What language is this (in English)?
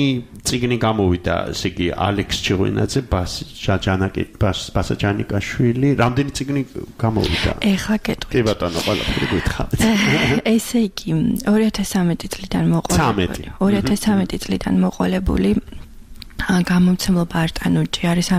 Georgian